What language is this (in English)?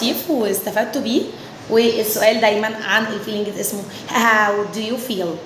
Egyptian Arabic